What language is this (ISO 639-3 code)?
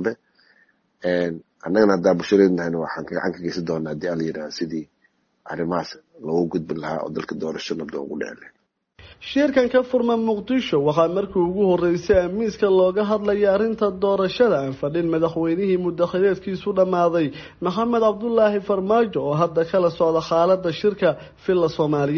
som